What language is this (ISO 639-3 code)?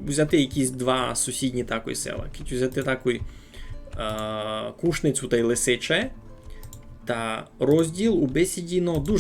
rue